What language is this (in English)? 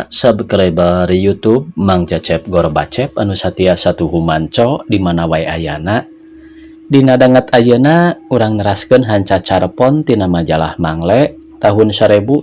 Sundanese